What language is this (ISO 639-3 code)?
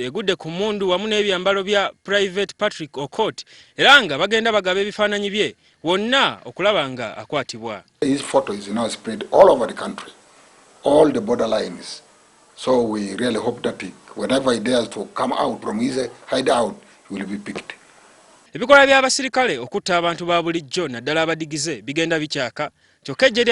lug